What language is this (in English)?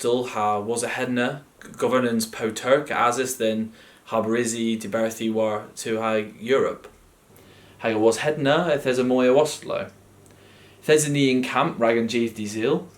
Cornish